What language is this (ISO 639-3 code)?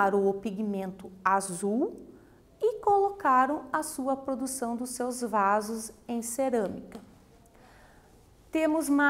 por